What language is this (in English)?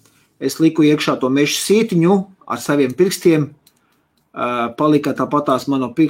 Latvian